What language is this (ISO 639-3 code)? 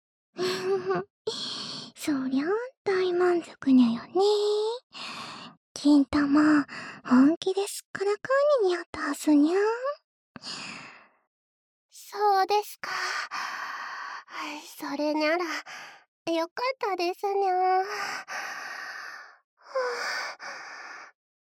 jpn